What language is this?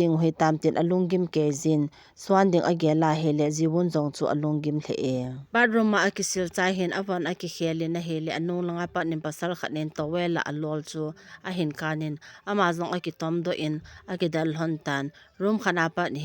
Thado Chin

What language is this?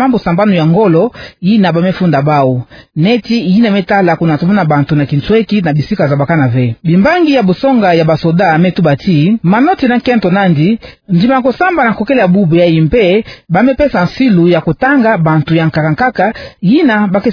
Kituba (Democratic Republic of Congo)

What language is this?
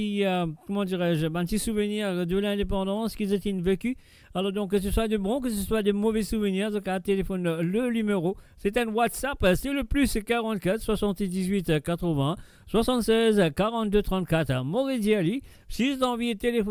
Morisyen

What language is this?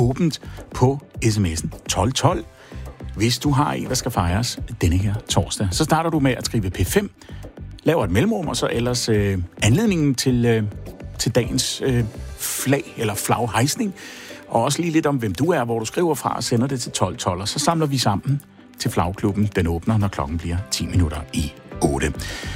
Danish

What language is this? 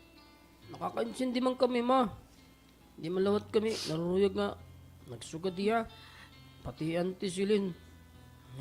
Waray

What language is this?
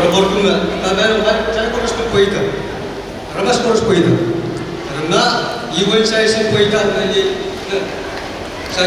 Pohnpeian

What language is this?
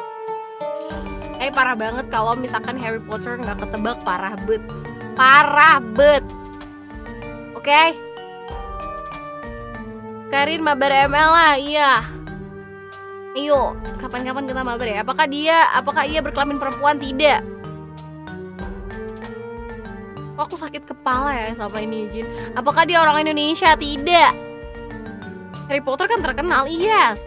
Indonesian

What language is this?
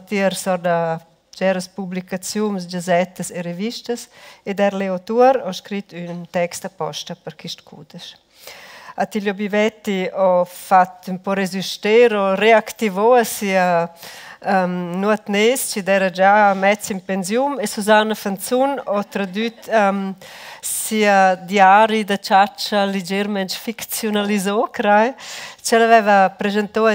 Romansh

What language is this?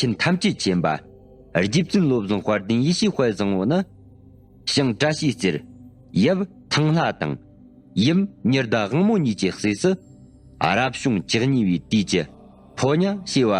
Tibetan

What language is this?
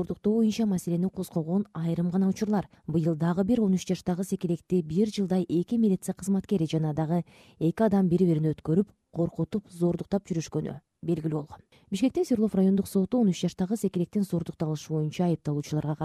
Kyrgyz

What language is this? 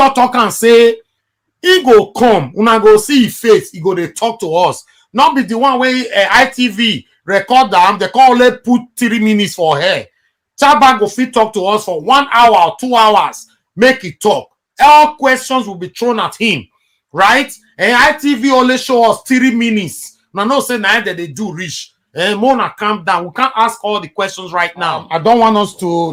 Nigerian Pidgin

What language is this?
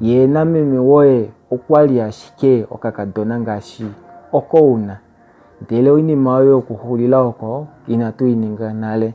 Kuanyama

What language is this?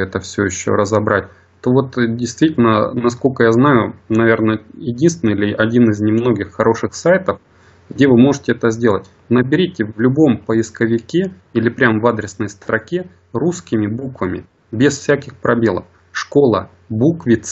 Russian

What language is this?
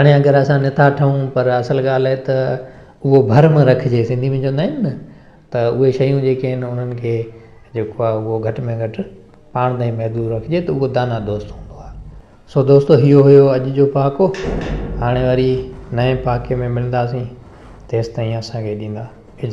Sindhi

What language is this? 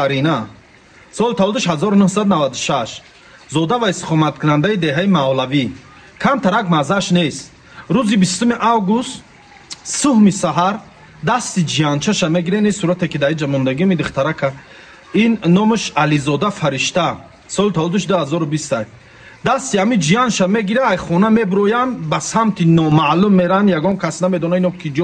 Tajik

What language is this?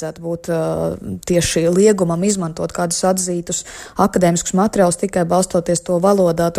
Latvian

